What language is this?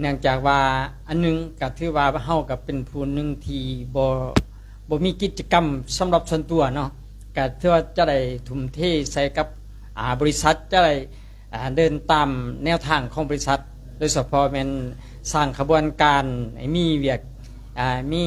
Lao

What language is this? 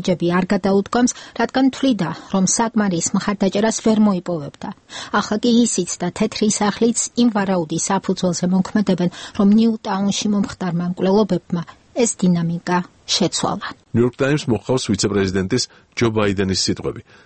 Georgian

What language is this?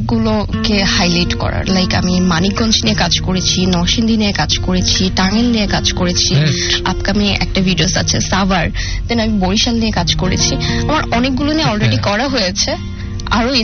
Bangla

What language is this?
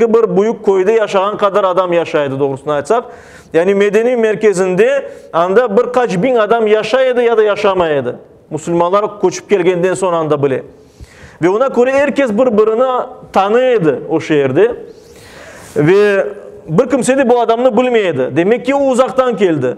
Crimean Tatar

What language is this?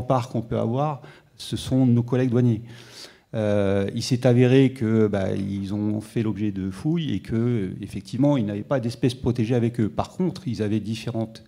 French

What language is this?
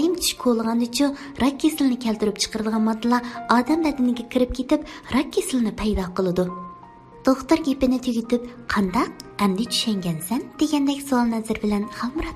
Uyghur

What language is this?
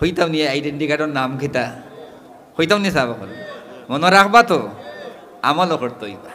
Sylheti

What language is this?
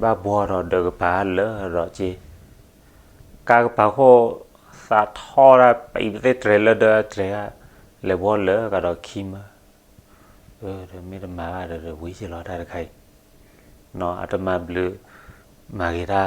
S'gaw Karen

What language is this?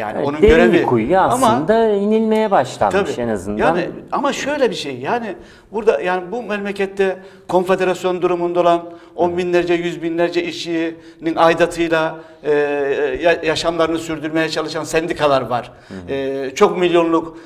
Turkish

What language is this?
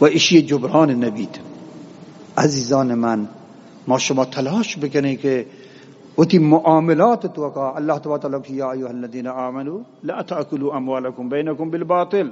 Eastern Balochi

